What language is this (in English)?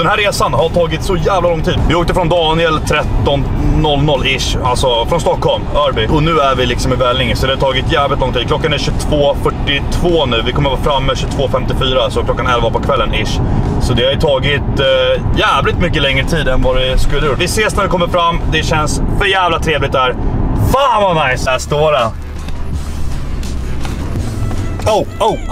Swedish